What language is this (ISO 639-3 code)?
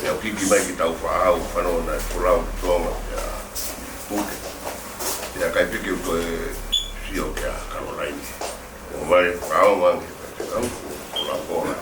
ton